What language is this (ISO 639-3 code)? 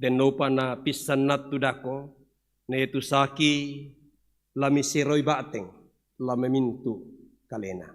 sda